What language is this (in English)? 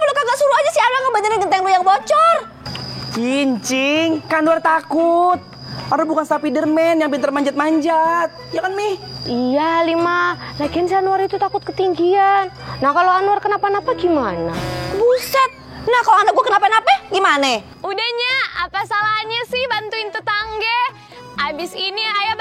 Betawi